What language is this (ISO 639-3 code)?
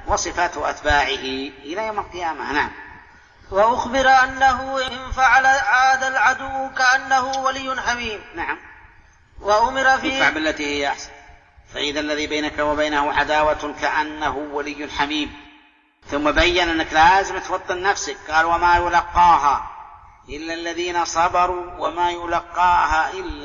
ara